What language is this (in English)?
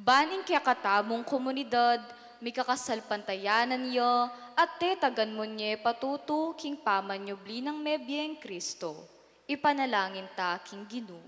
Pampanga